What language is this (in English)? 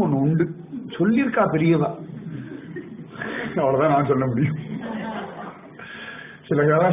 Tamil